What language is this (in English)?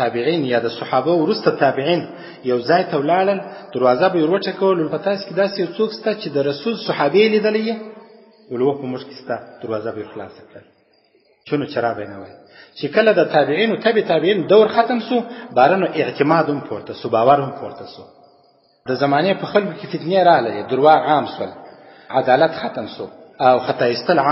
Pashto